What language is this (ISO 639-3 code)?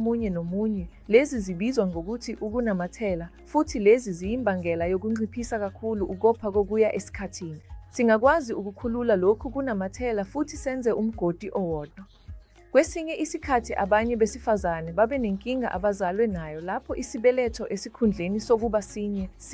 zul